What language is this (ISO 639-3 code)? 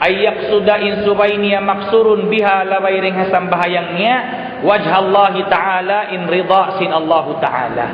tsg